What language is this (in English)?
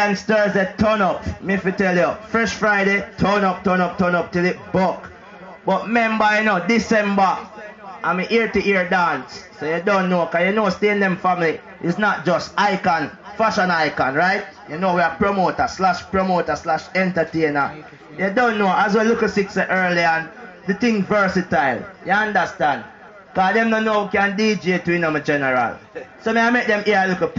Jamaican Creole English